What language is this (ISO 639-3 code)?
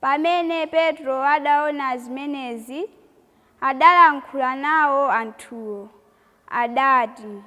nya